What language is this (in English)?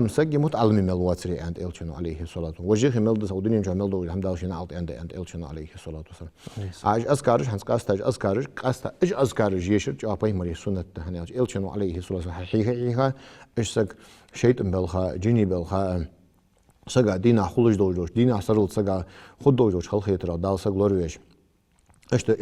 Ingush